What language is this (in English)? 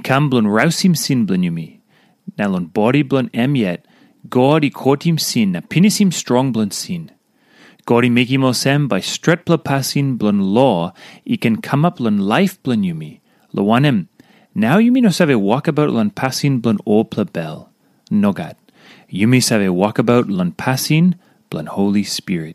Tok Pisin